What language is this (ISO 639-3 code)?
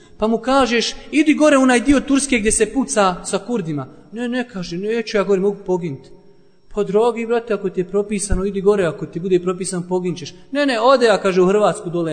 bos